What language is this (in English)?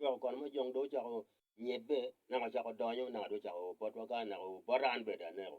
Acoli